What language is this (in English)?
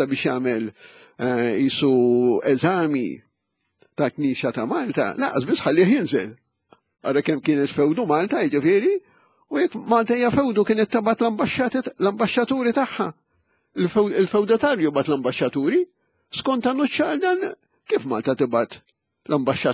Maltese